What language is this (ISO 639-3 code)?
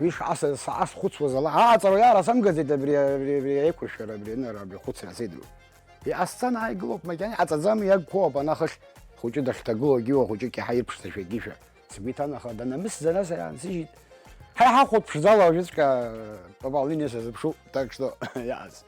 abk